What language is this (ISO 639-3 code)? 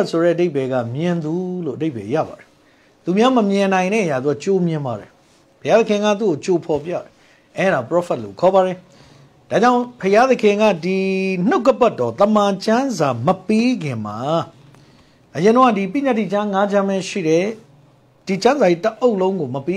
mya